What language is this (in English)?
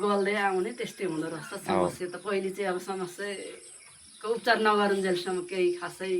Nepali